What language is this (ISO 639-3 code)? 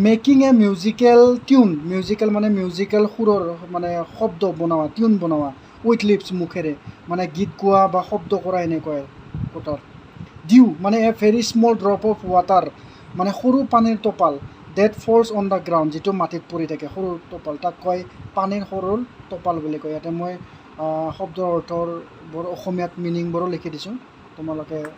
asm